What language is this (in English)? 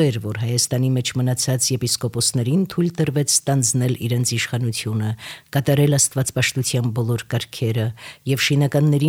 Armenian